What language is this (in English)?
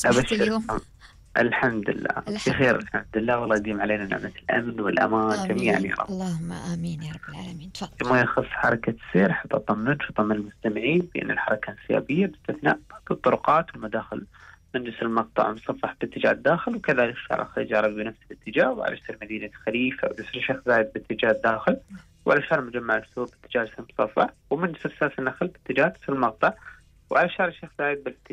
Gulf Arabic